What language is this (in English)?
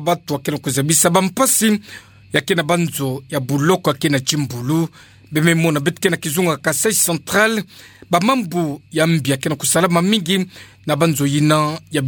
Kituba (Democratic Republic of Congo)